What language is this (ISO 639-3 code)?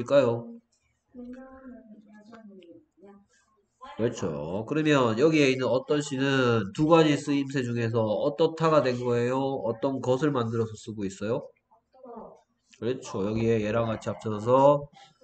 kor